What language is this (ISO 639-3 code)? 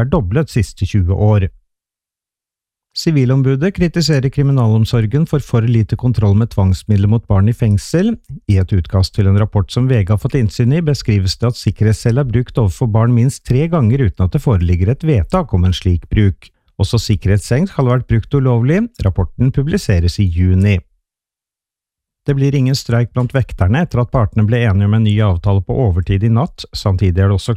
nor